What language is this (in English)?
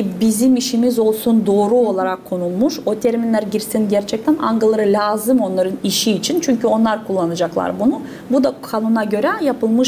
Gagauz